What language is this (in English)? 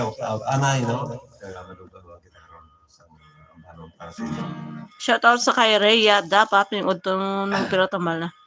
Hiligaynon